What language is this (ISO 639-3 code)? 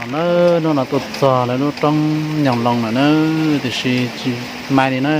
hmn